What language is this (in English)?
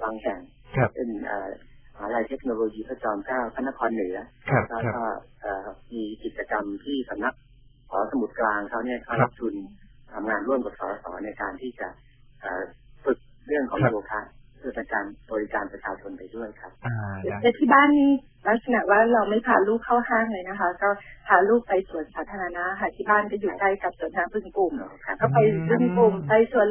Thai